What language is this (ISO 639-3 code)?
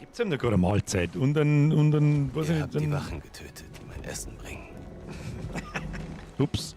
bar